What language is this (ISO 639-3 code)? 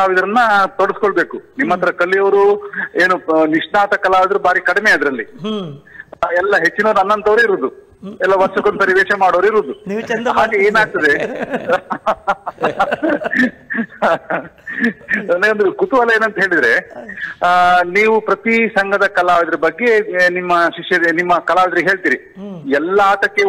kan